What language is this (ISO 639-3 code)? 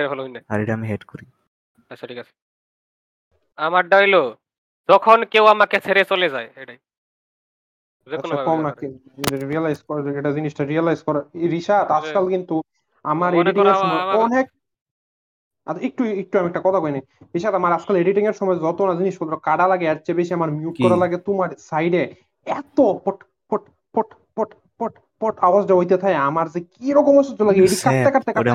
ben